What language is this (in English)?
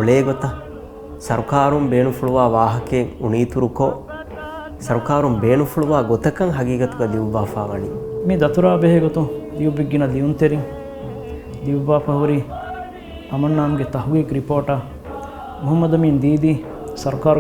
Divehi